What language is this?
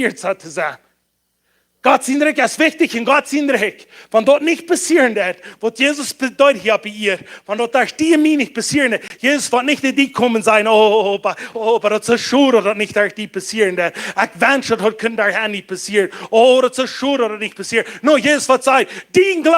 Plautdietsch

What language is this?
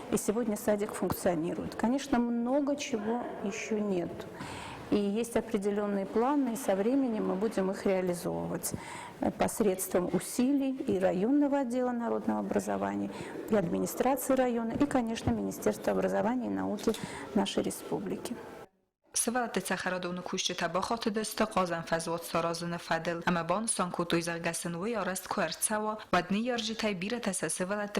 Ossetic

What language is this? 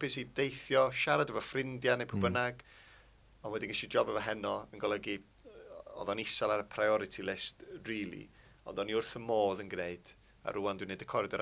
Welsh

